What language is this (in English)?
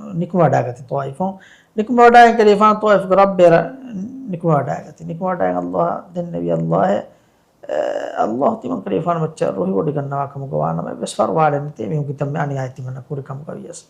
Divehi